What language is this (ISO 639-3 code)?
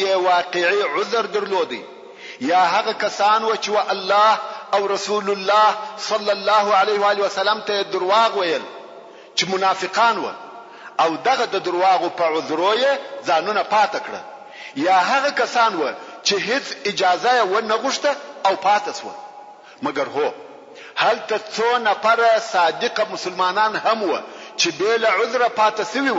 pus